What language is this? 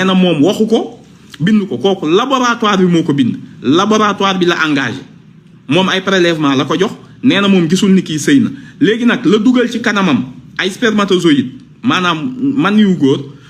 Wolof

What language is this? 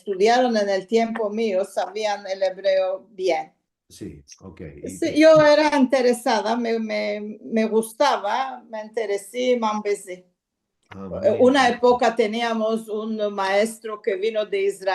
Ladino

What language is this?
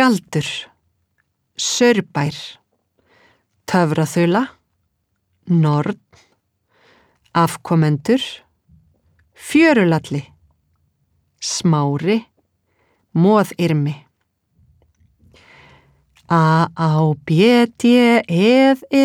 Icelandic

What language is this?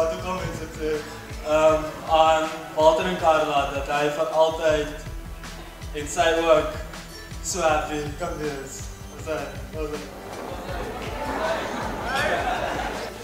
Afrikaans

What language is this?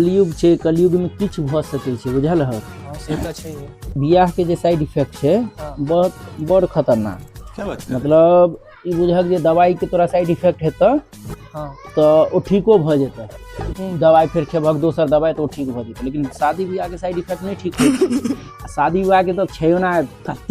Maithili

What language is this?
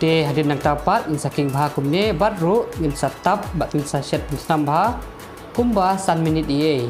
Khasi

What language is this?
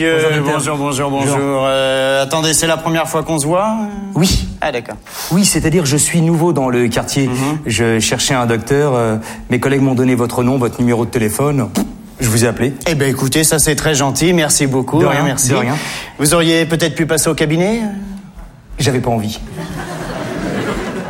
French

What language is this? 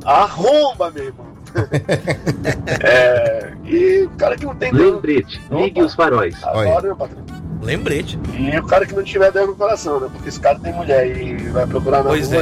Portuguese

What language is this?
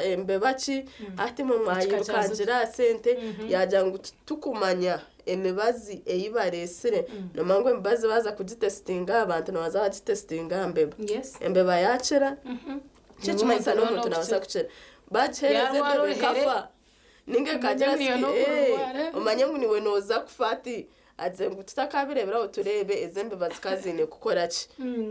Nyankole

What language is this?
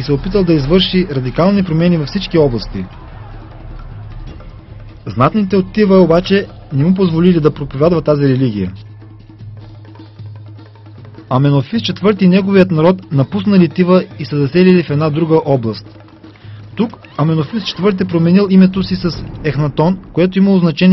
Bulgarian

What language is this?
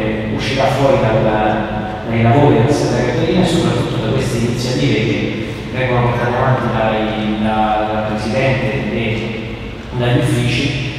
Italian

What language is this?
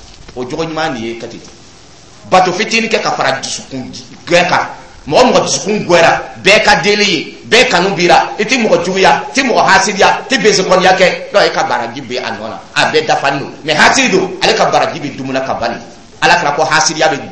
Dyula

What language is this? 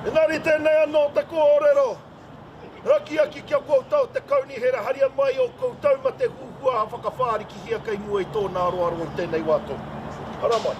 Māori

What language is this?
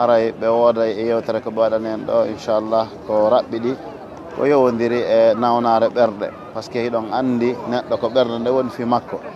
Fula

